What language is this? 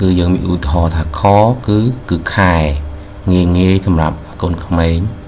Khmer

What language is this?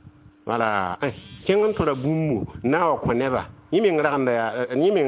Mossi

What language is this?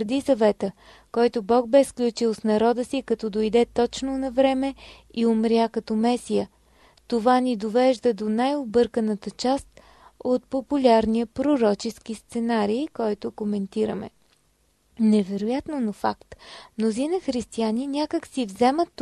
Bulgarian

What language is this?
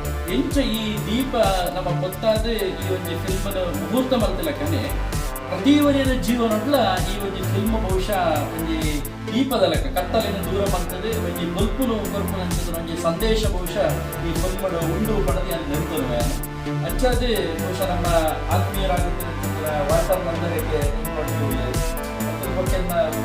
Tulu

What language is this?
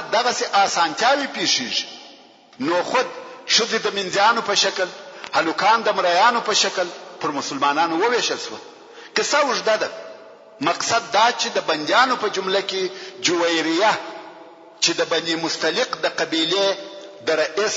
Pashto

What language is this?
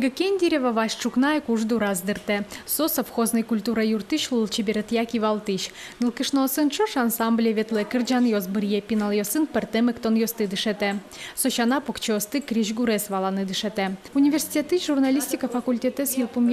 Udmurt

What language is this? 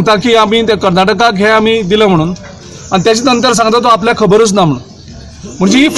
Konkani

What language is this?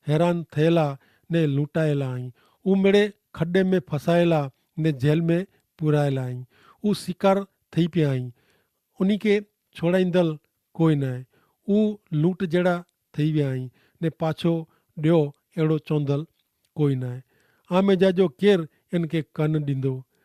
Kachhi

